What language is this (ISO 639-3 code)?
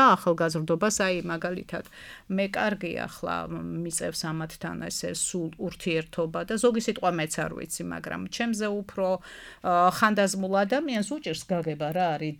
kat